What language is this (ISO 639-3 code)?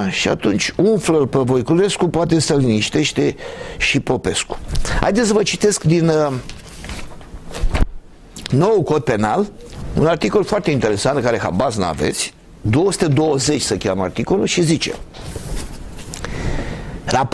ron